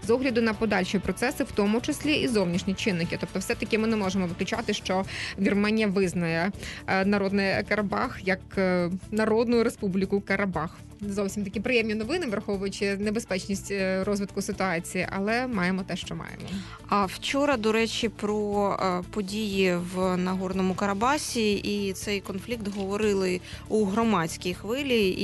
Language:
Ukrainian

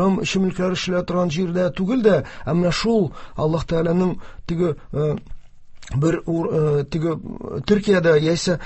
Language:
Tatar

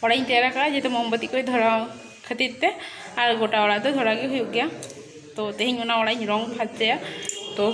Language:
Santali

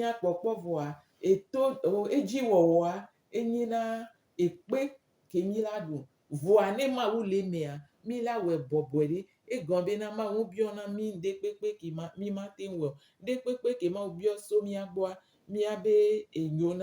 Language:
Gen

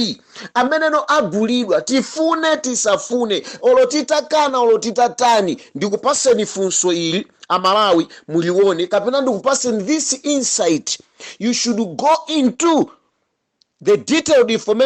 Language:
Nyanja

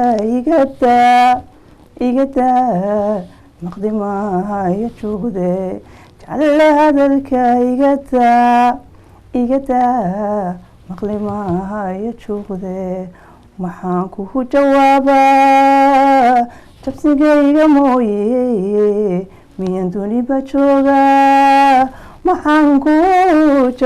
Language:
Somali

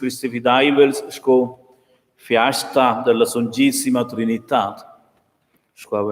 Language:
Romansh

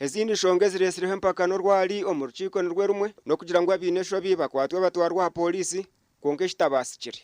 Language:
Nyankole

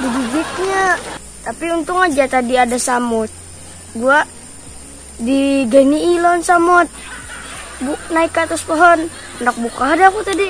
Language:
Banjar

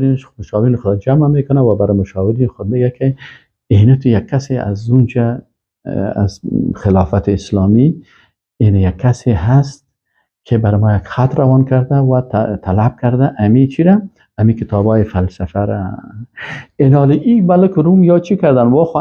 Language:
Persian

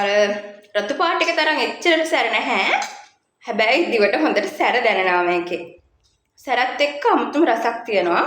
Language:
Sinhala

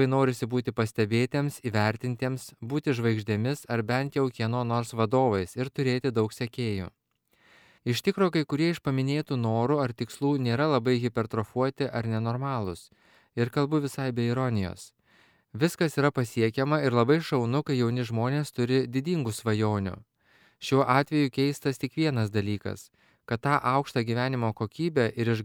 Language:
Lithuanian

